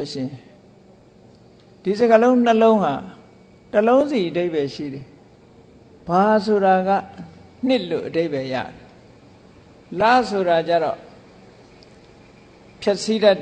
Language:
Burmese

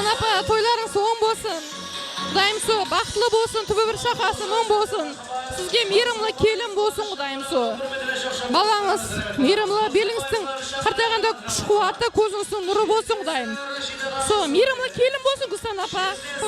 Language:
Kara-Kalpak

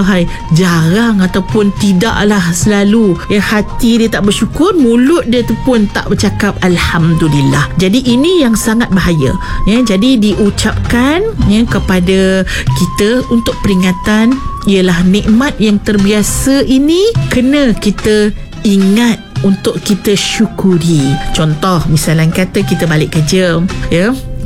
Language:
Malay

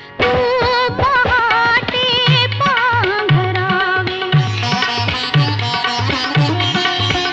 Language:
Marathi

